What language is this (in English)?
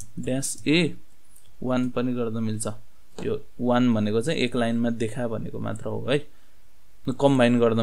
Nepali